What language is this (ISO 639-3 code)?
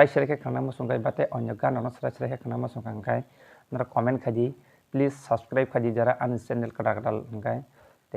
trp